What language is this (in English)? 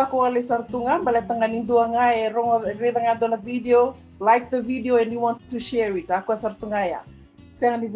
Fijian